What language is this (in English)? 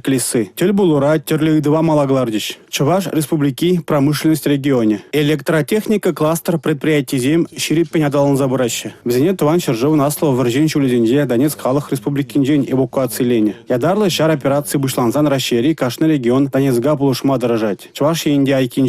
Chuvash